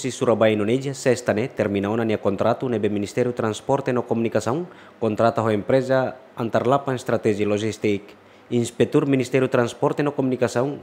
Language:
Tetum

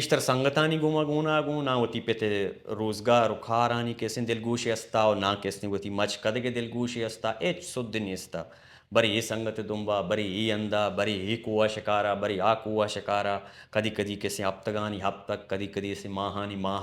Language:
Baluchi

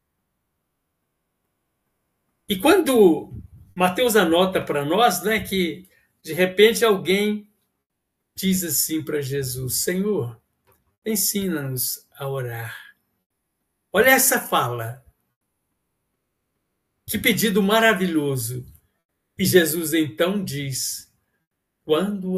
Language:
Portuguese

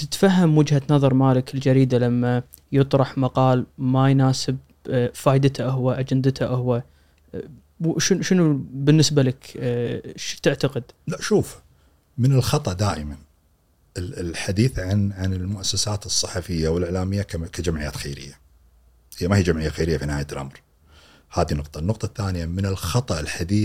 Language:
Gulf Arabic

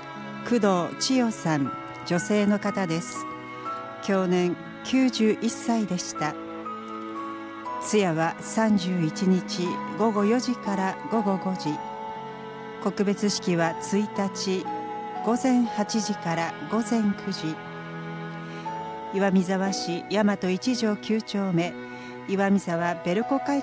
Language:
Japanese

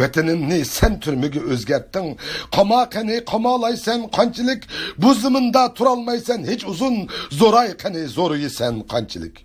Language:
Uyghur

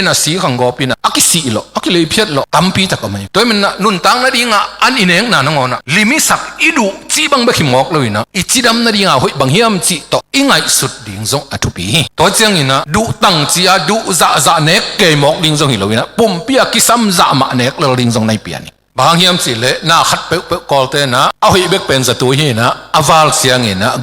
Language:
Tedim Chin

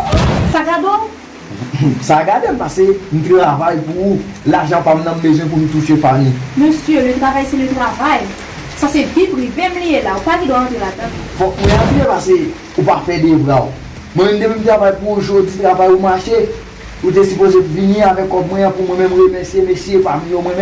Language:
Haitian Creole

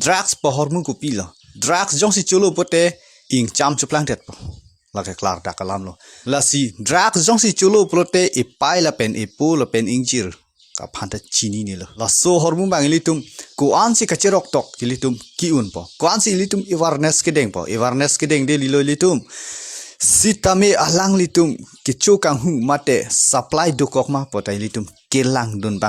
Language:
Karbi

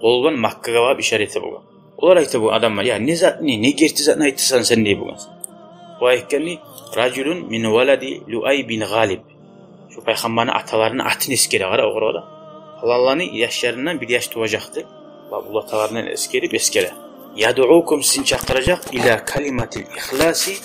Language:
Kumyk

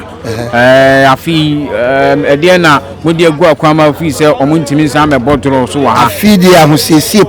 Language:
Akan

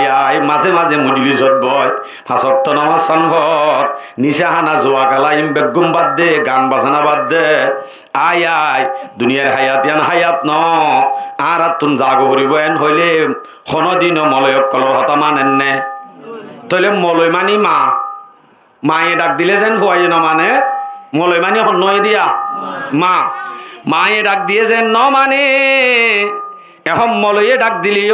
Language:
Rohingya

